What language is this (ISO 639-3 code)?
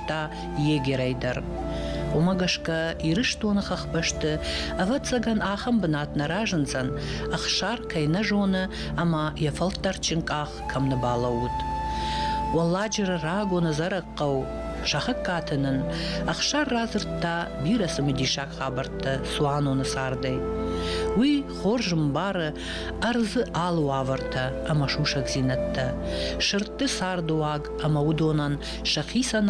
oss